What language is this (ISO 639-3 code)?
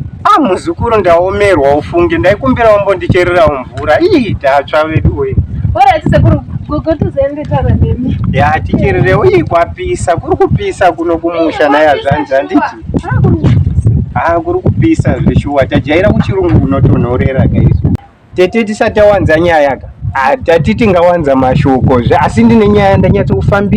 sna